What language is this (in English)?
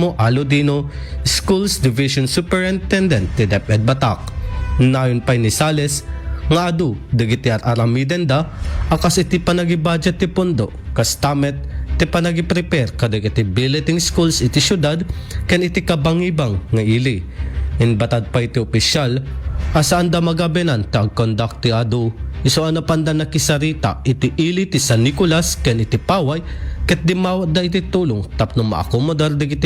Iloko